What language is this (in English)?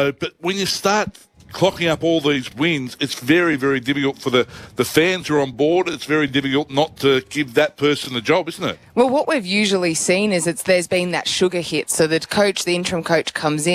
English